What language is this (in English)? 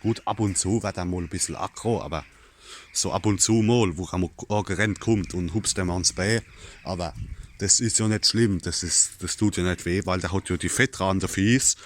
Palatine German